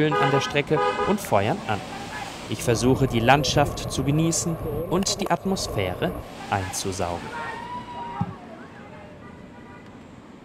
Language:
German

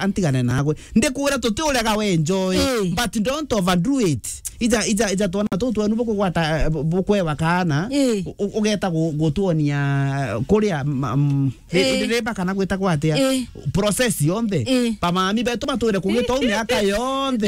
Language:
Meru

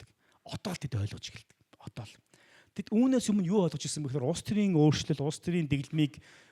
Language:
Mongolian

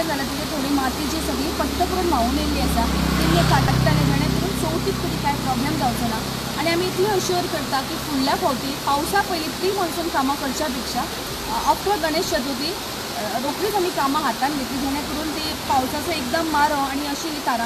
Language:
Konkani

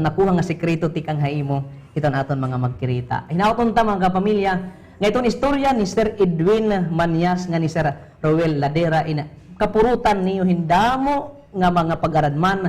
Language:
Waray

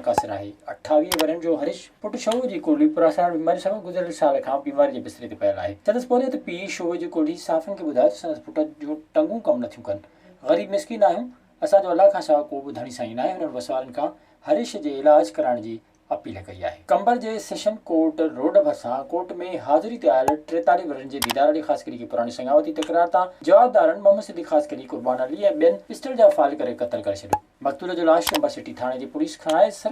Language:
Sindhi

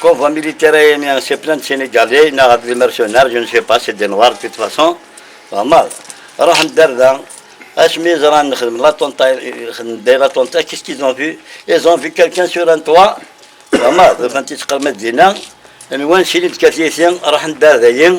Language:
Kabyle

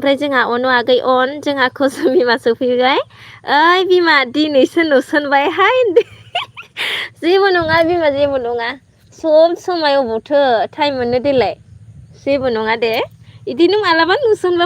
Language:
Bodo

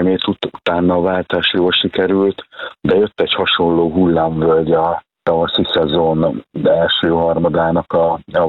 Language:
Hungarian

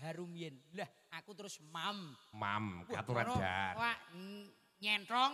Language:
Javanese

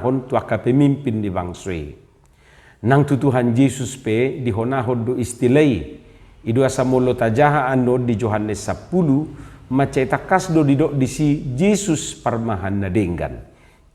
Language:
Batak Toba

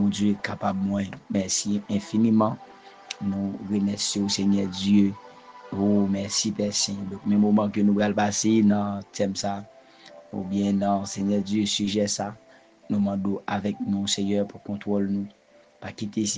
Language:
Haitian Creole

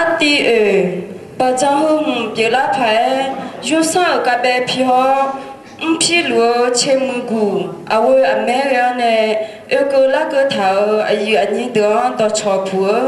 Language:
Akha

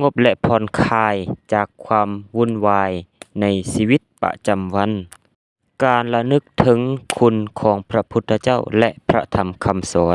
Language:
Lao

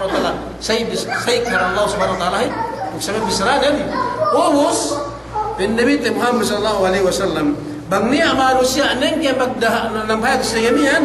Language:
Yakan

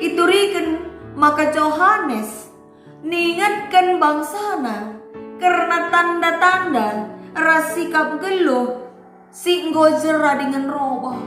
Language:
Batak Karo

